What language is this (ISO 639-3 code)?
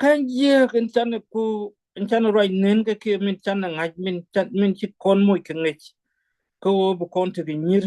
nus